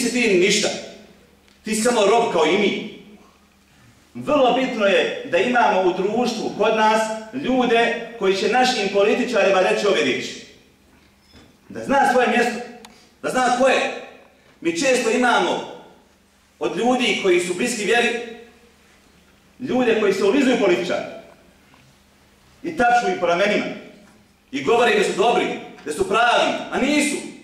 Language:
Bosnian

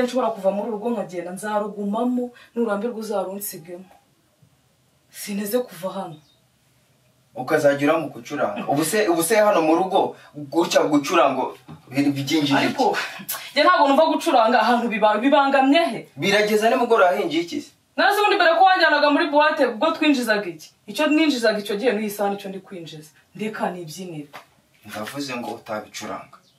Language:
Kinyarwanda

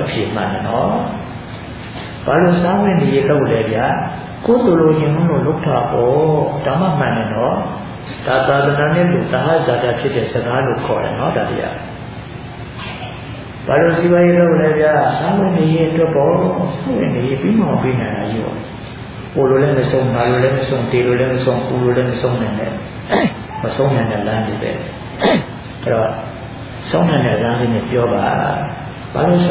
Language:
Burmese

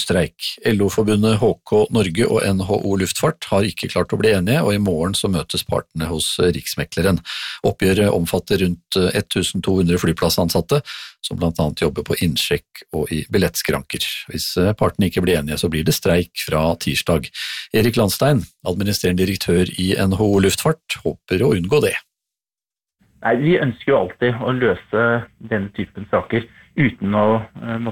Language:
Norwegian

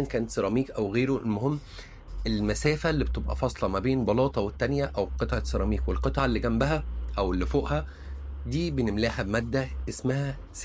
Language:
Egyptian Arabic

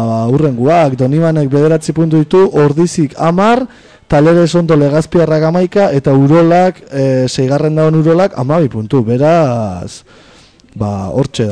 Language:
Basque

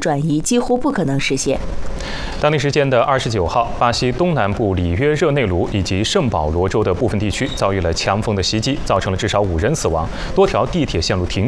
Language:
Chinese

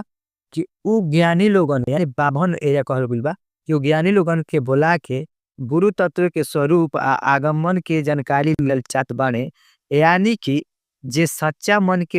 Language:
Bhojpuri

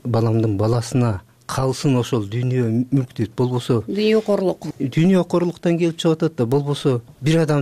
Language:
Kyrgyz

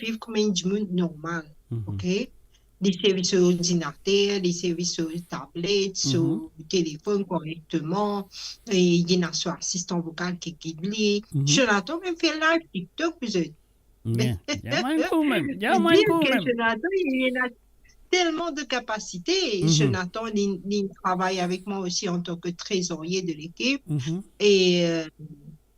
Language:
Morisyen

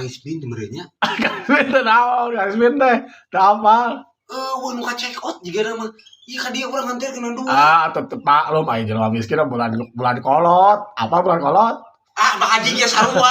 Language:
Sundanese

